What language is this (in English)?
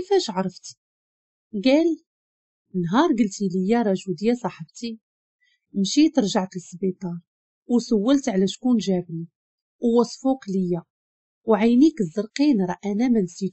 Moroccan Arabic